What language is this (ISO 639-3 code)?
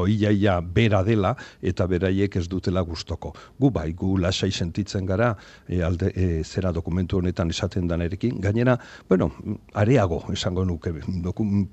eus